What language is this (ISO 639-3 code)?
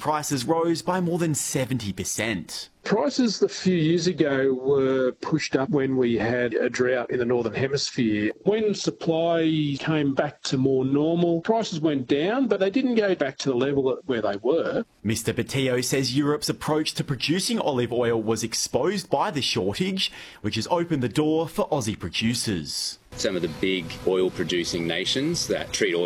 eng